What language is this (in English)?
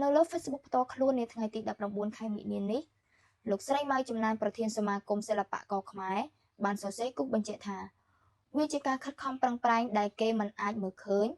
Khmer